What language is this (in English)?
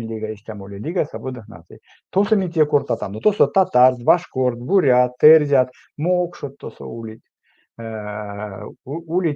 Erzya